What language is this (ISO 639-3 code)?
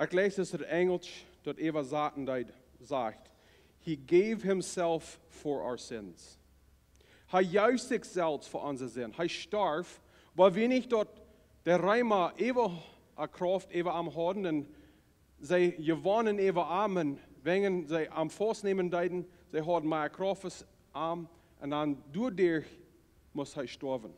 pdt